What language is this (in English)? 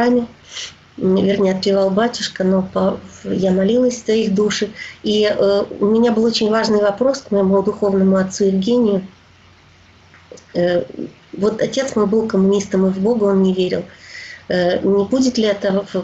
Russian